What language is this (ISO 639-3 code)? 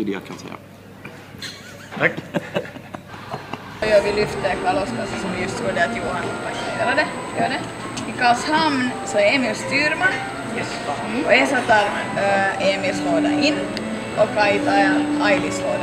swe